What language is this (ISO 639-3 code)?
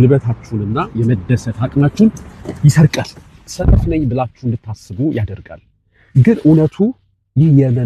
amh